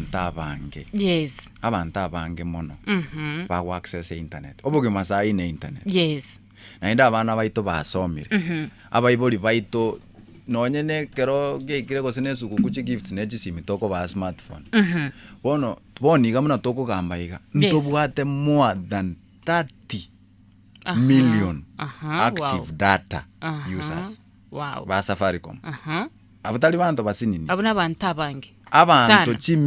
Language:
Gusii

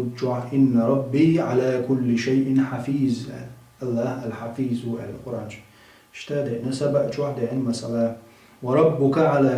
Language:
Chechen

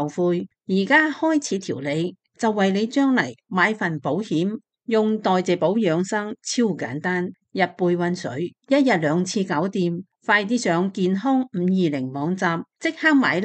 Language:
Cantonese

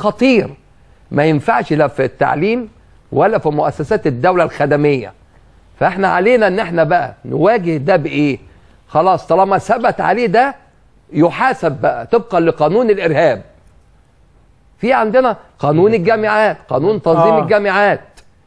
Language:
Egyptian Arabic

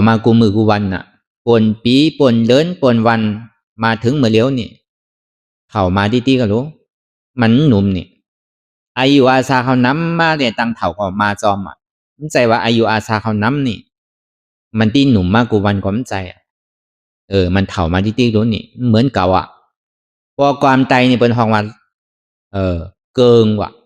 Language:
Shan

